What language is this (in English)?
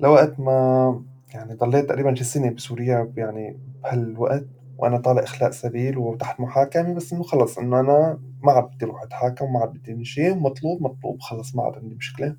North Levantine Arabic